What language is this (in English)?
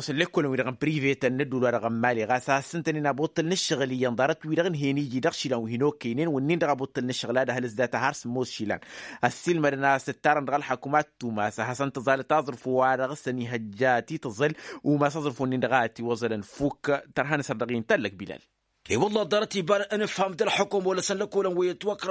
Tamasheq